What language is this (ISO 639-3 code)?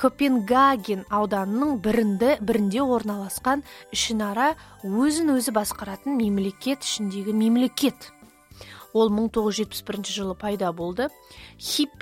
kaz